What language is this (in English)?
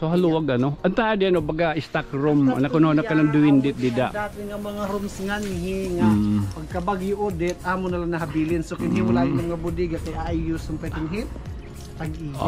Waray